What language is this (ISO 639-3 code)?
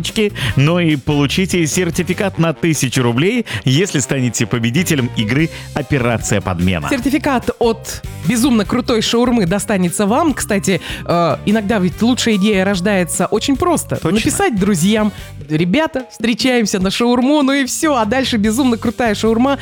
rus